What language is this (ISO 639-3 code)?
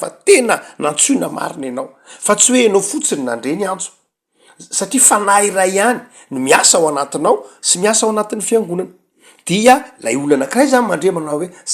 mlg